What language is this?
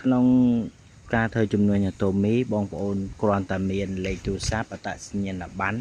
Khmer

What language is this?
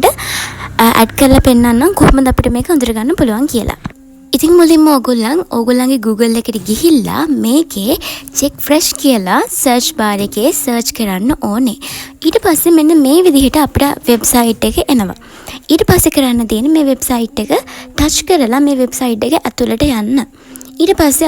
Sinhala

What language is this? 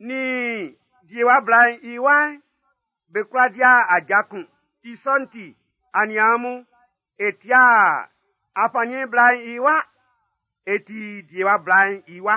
Baoulé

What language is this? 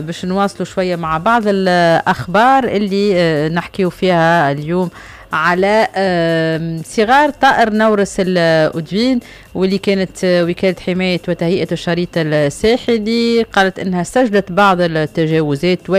Tunisian Arabic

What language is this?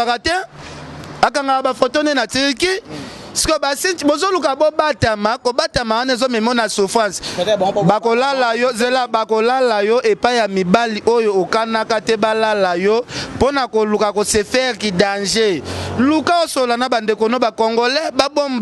Lingala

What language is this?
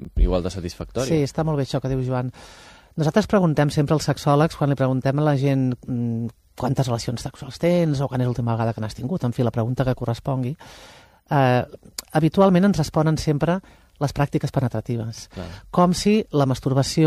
Catalan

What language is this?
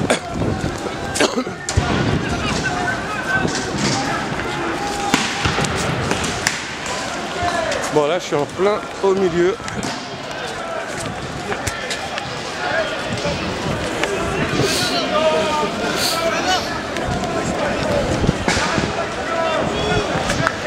French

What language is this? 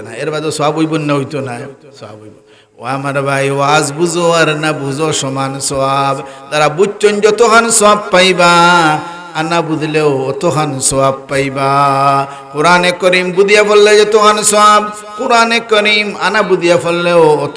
Sylheti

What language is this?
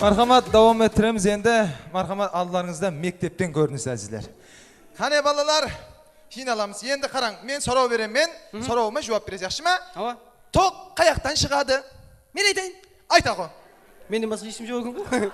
Kara-Kalpak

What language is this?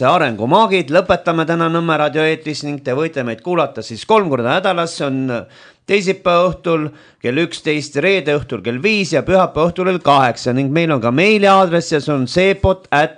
Estonian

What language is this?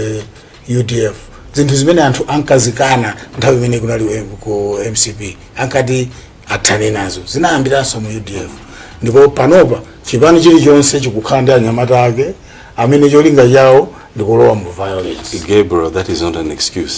Nyanja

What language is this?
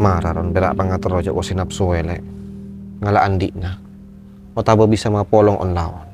Madurese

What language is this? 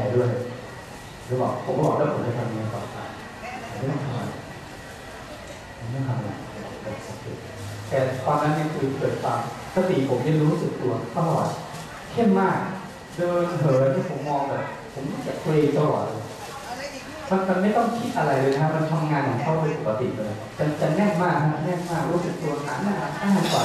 Thai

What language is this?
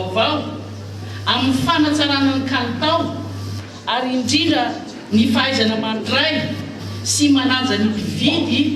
Malagasy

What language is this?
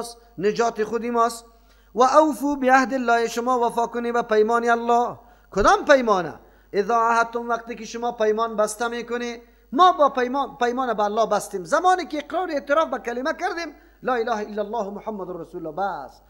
Persian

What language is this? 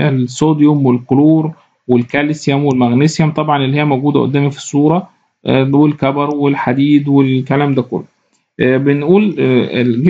Egyptian Arabic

